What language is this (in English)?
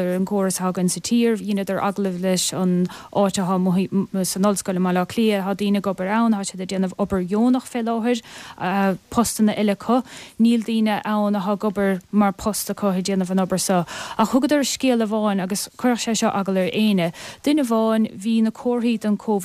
Irish